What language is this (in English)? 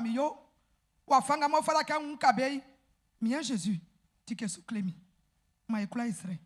Baoulé